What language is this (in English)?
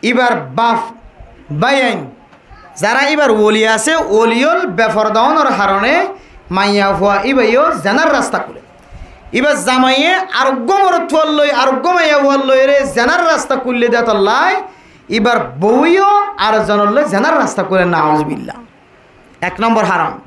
Rohingya